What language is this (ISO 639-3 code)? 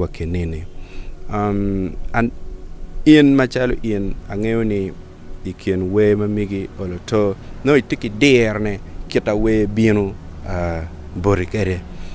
ach